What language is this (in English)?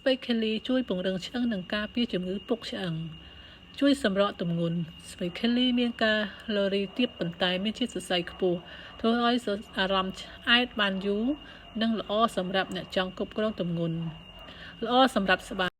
Khmer